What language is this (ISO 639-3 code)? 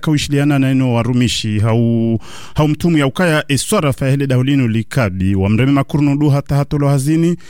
swa